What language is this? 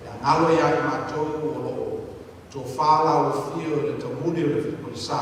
Samoan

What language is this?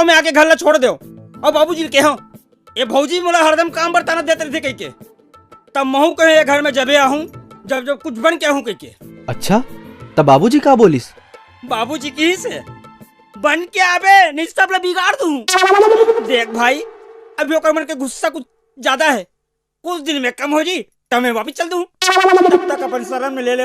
Chhattisgarhi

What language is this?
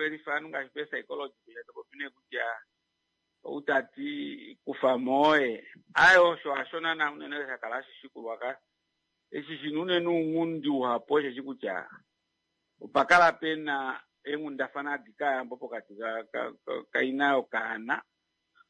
Kuanyama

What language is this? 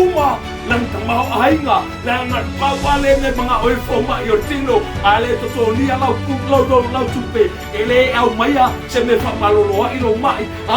Samoan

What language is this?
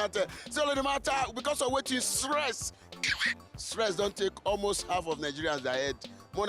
Nigerian Pidgin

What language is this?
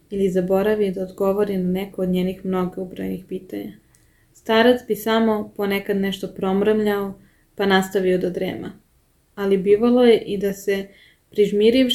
Serbian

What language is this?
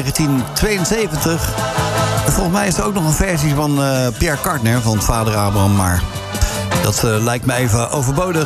Dutch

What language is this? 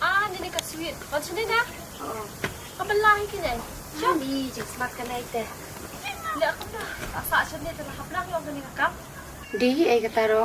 Khasi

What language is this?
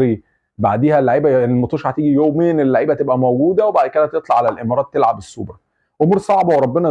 Egyptian Arabic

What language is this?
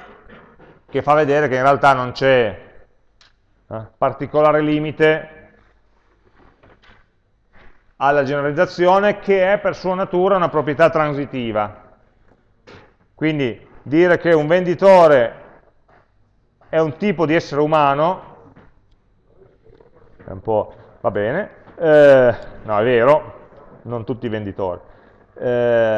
Italian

